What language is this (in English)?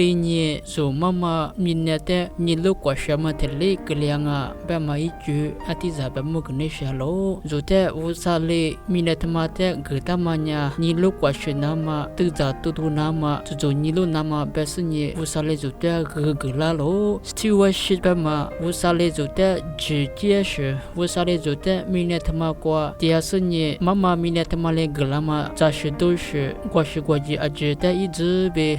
Lisu